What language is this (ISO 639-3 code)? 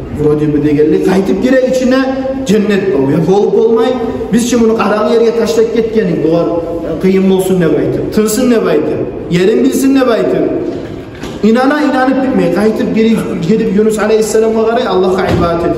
kum